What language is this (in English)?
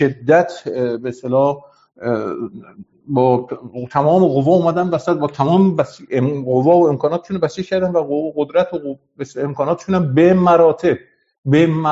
Persian